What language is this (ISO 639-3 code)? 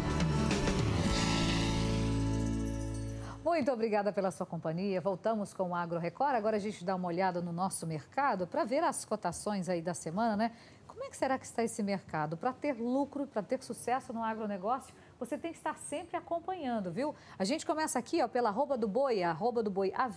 por